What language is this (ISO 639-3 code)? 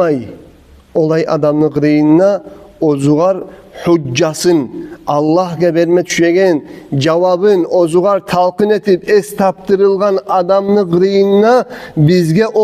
kum